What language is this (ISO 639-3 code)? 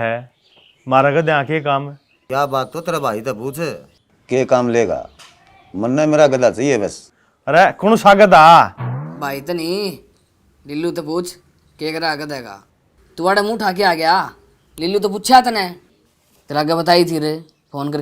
bgc